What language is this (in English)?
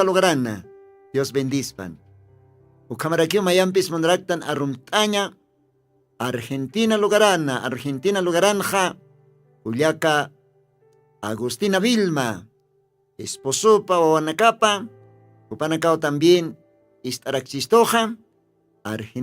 Aymara